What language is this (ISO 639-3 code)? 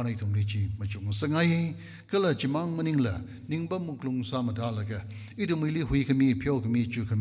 nmf